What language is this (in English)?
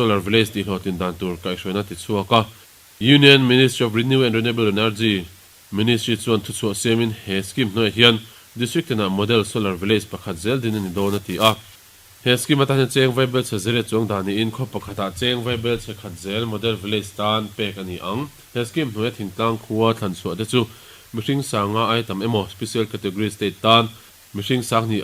Mizo